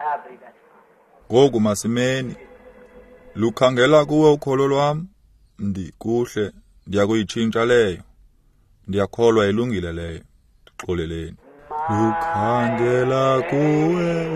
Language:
Xhosa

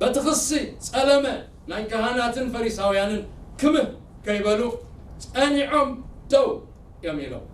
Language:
Tigrinya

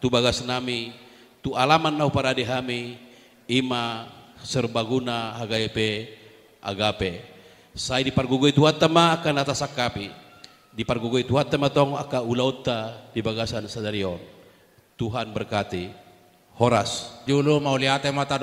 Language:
Batak Toba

